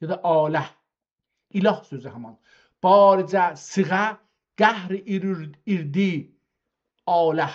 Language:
South Azerbaijani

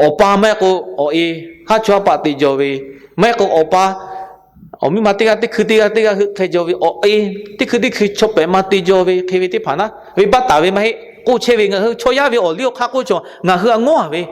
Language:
Lahu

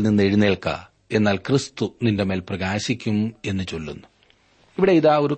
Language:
Malayalam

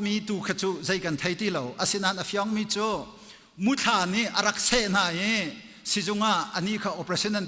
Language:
Hakha Chin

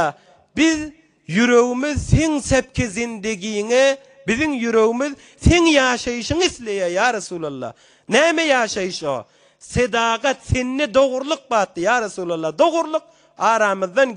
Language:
Turkmen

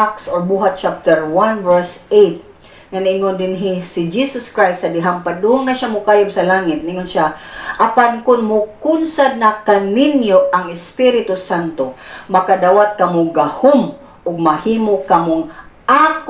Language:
Cebuano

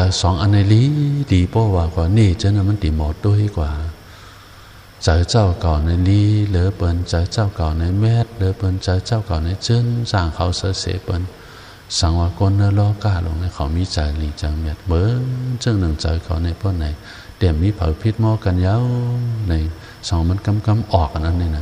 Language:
Shan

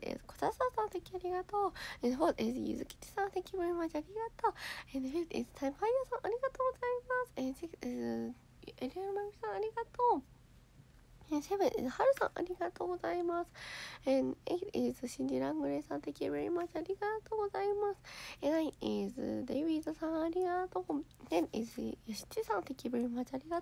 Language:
Japanese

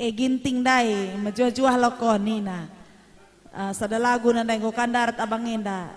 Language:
Batak Karo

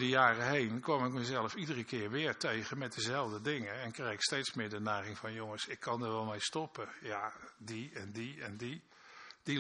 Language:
Dutch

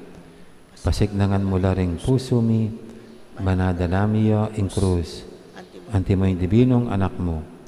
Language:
Pampanga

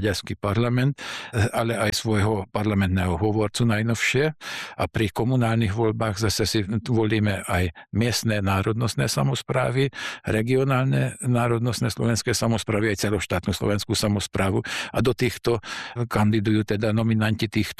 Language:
Slovak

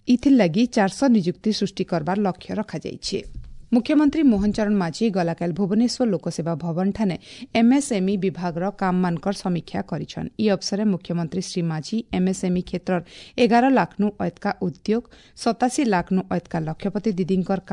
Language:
Odia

